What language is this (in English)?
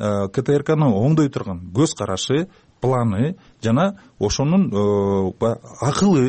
Kyrgyz